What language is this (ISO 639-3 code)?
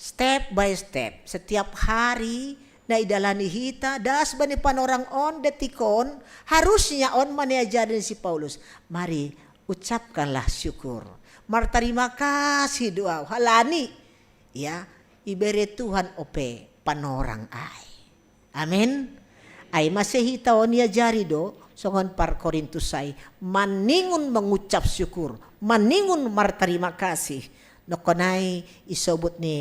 bts